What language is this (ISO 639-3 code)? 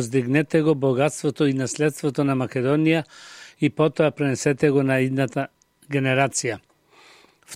mkd